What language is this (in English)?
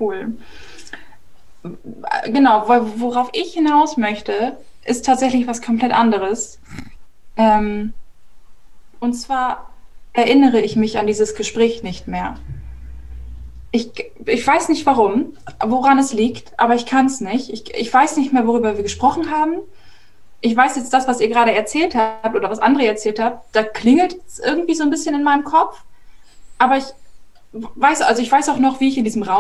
German